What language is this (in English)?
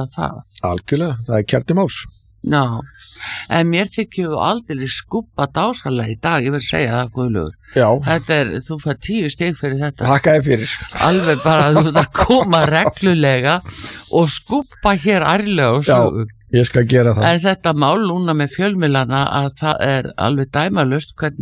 Icelandic